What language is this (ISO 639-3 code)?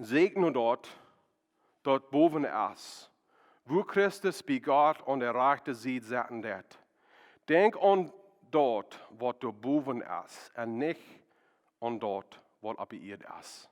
pdt